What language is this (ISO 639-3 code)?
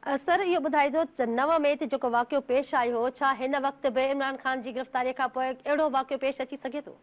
snd